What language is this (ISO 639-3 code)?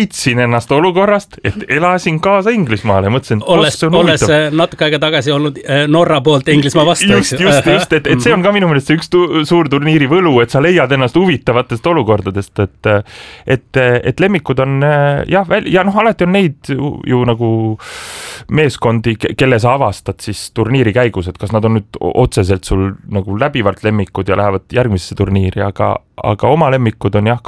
est